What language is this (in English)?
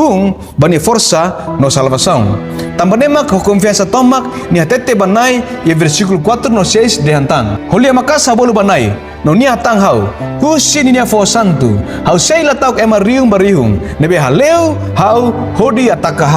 Tetum